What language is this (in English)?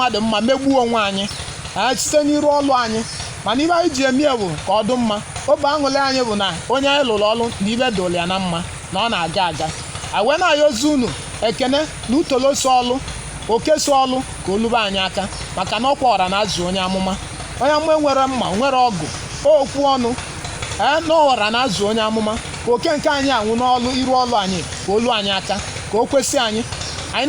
Igbo